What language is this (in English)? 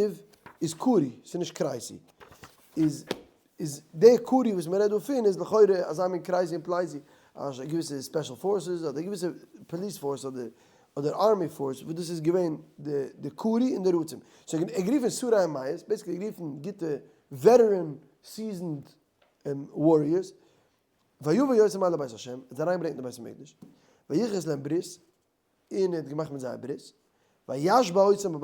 Yiddish